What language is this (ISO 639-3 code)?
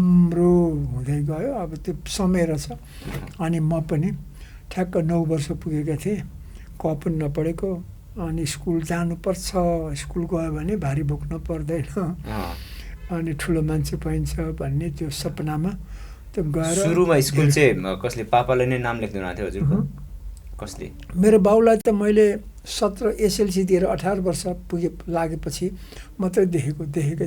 nep